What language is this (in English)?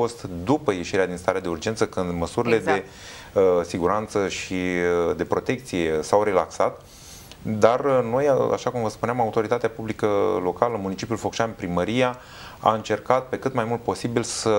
Romanian